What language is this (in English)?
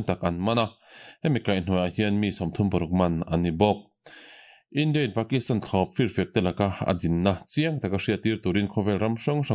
Mizo